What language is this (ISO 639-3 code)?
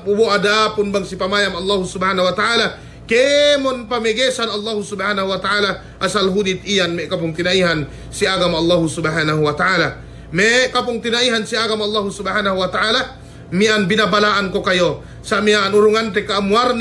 yka